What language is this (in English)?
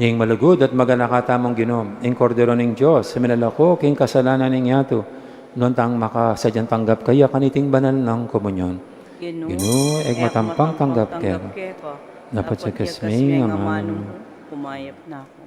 Pampanga